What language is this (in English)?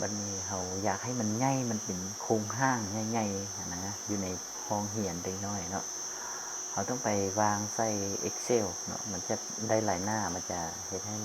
Lao